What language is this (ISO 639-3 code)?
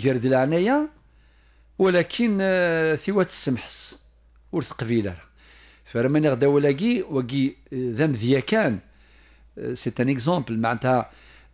kab